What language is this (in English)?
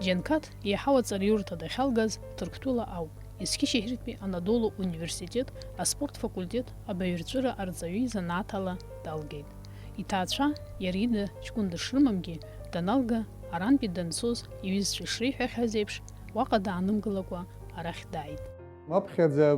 Abkhazian